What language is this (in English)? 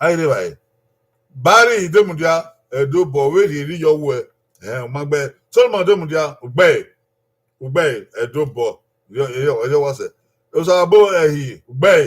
Bini